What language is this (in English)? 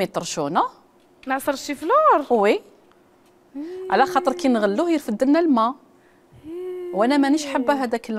Algerian Arabic